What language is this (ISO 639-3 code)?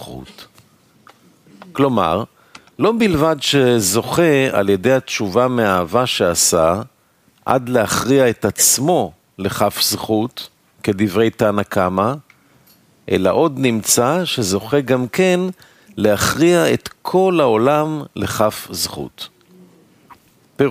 heb